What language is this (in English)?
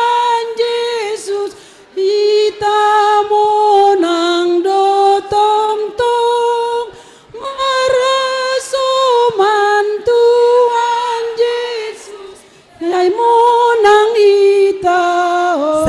Batak Simalungun